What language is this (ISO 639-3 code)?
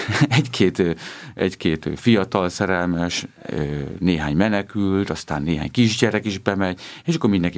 hun